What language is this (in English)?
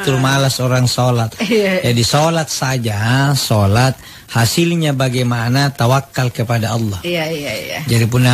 Makasar